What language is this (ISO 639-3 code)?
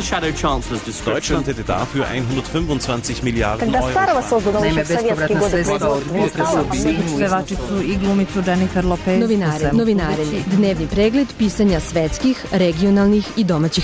srp